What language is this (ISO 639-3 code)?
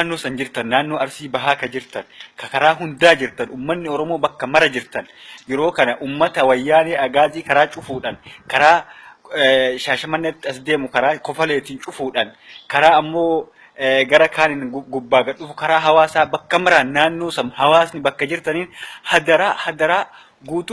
orm